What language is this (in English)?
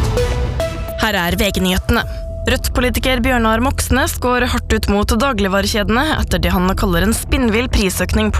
Norwegian